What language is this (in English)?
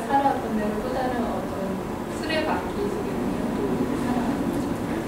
Korean